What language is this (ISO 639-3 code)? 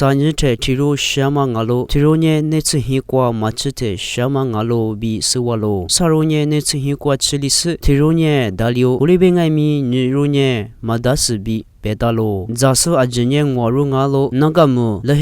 lis